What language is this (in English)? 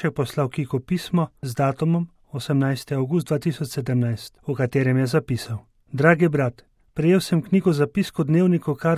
Slovenian